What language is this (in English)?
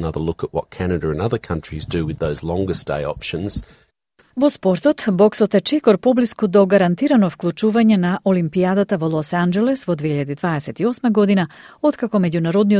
Macedonian